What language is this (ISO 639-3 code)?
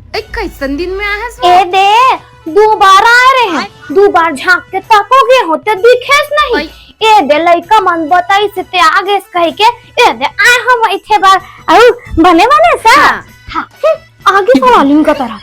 hne